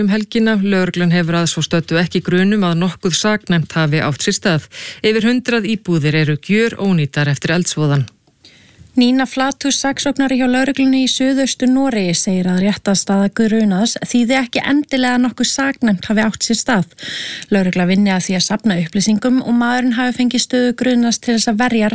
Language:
Icelandic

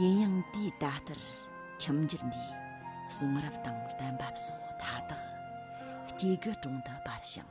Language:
Amdo Tibetan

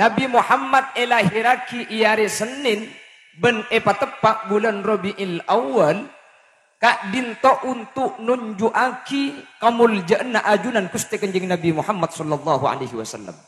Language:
Madurese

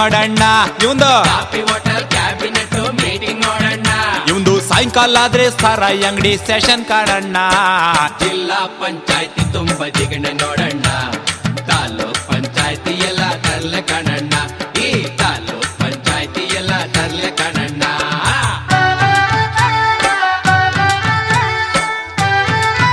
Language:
Kannada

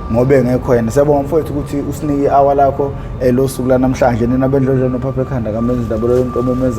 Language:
Zulu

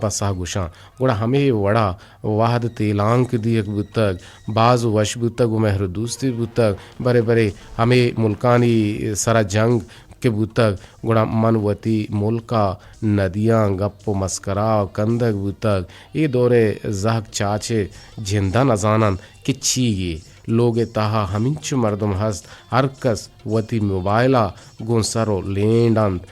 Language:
Eastern Balochi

